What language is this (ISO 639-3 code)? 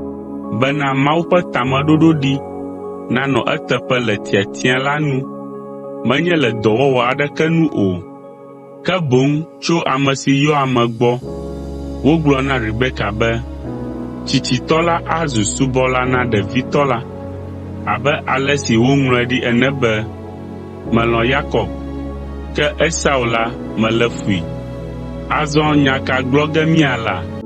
ewe